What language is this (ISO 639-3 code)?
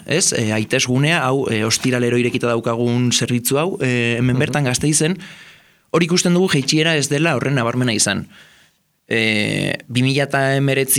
eus